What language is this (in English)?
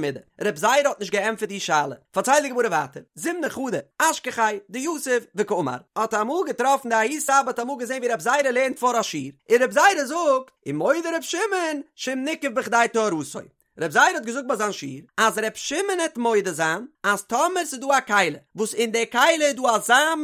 Yiddish